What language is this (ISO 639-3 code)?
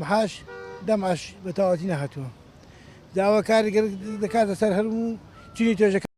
ckb